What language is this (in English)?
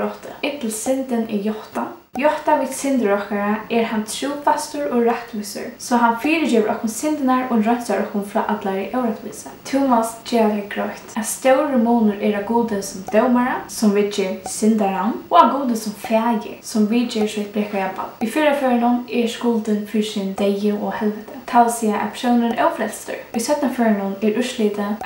Faroese